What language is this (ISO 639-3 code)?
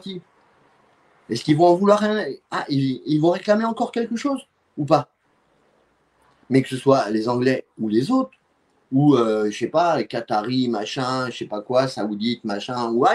fra